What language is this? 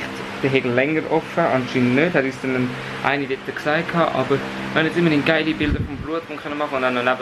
Swiss German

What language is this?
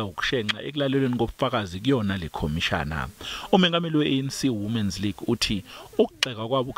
Zulu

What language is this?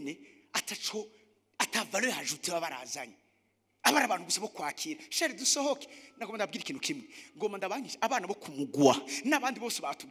Rundi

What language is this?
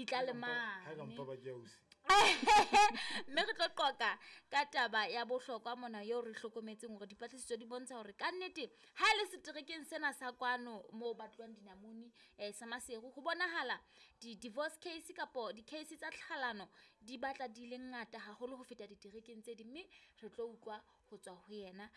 Southern Sotho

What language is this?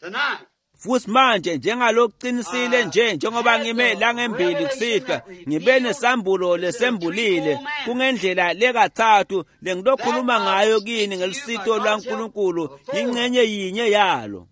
Swati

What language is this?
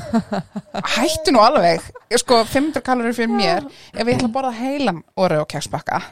Icelandic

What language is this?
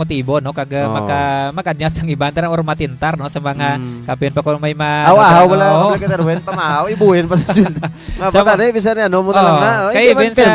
Hiligaynon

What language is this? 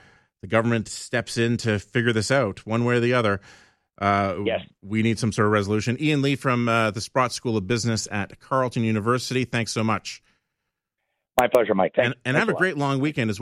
English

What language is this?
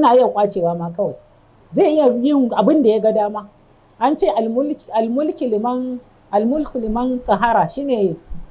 Hausa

